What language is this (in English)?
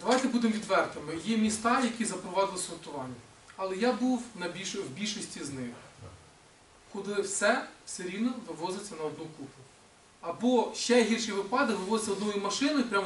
Ukrainian